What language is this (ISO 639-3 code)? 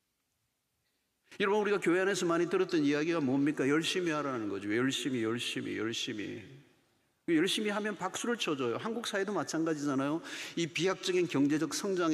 kor